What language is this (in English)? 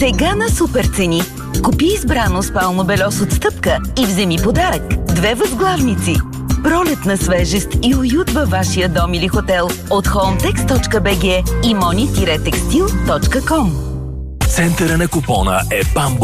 Bulgarian